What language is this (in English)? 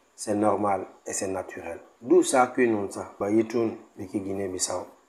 Mankanya